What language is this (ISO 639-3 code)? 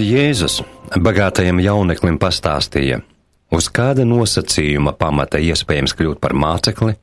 lav